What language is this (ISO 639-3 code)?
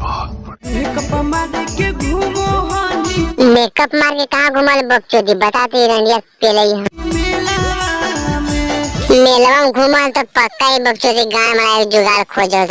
mag